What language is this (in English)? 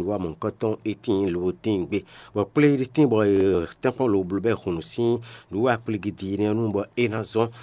Fon